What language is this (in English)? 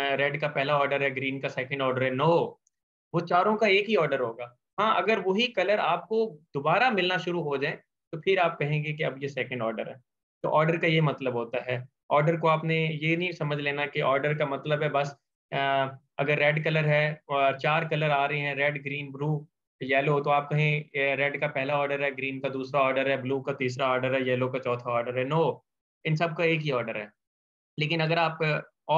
Hindi